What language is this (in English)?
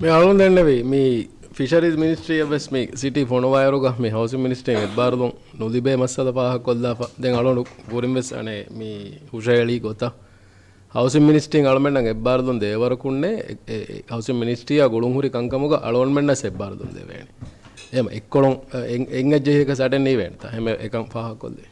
Divehi